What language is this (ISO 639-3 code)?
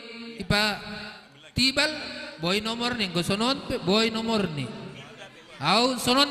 bts